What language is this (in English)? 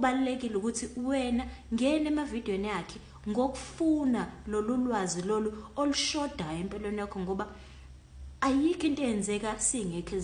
Zulu